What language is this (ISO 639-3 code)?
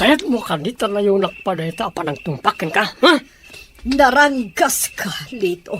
ilo